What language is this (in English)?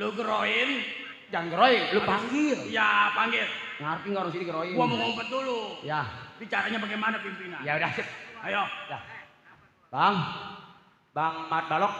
Betawi